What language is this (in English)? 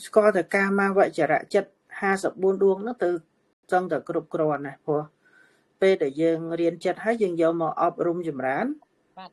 Khmer